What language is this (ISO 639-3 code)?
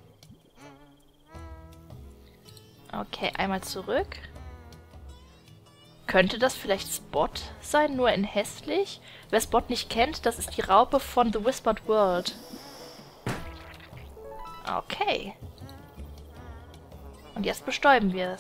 deu